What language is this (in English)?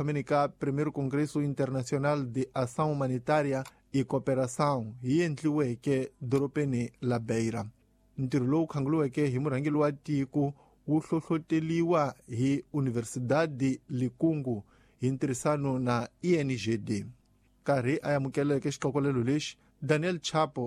Tsonga